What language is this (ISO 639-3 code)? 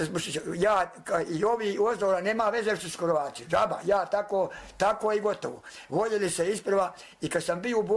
bos